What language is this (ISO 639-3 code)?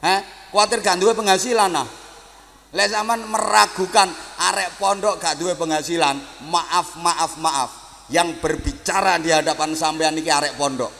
jav